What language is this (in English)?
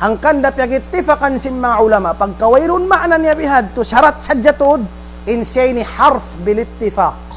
Tausug